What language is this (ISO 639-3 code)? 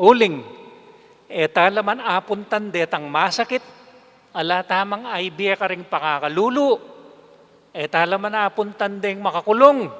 pam